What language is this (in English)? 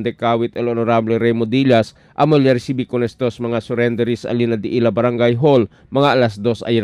Chavacano